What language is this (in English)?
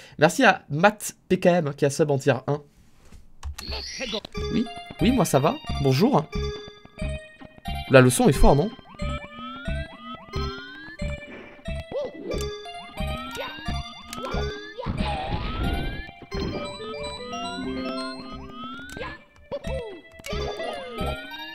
French